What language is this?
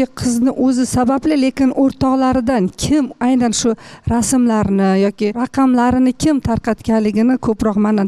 Uzbek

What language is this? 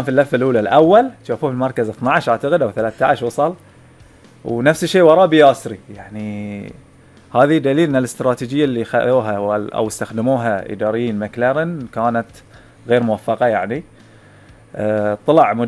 Gulf Arabic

